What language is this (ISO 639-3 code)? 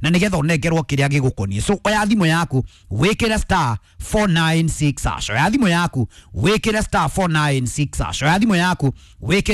kik